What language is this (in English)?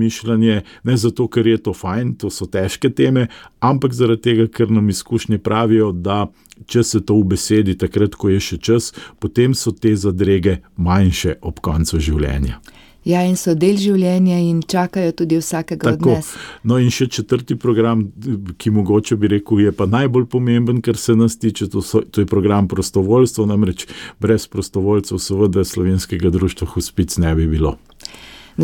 Slovenian